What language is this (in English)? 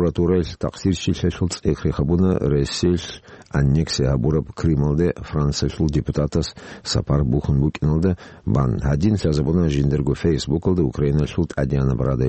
Avaric